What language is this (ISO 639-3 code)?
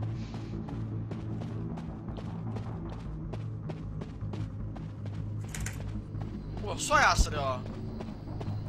zho